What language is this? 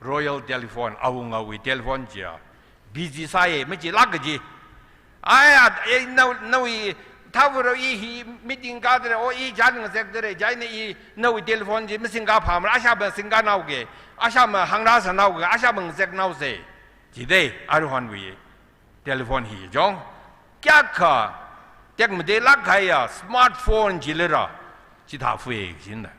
Tangkhul Naga (India)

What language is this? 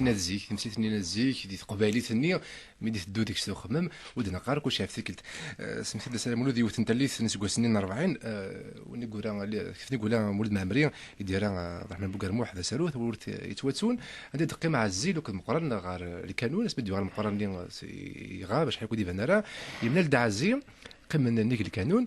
Kabyle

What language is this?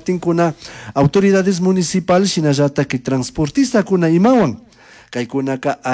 Chimborazo Highland Quichua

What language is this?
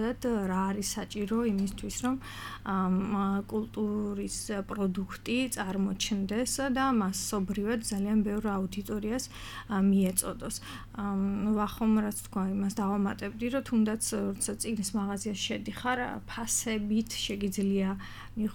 Georgian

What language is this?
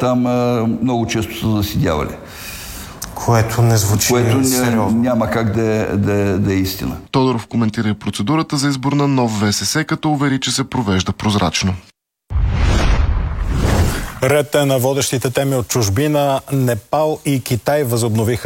Bulgarian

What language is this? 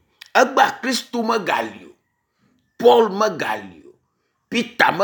Ewe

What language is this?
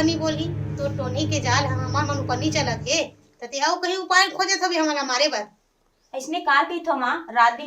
Chhattisgarhi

